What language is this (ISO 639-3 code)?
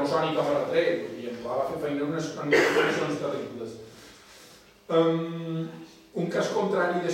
cat